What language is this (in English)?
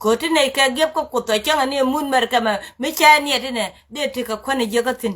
Nuer